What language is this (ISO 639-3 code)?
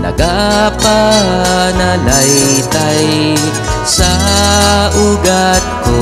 hil